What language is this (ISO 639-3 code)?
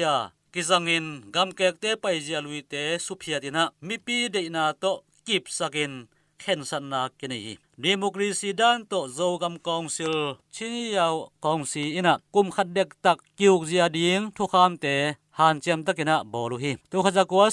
ctd